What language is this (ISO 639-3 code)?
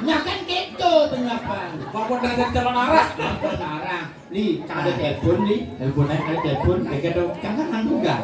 ban